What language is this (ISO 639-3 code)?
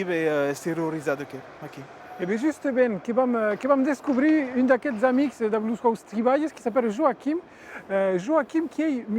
oci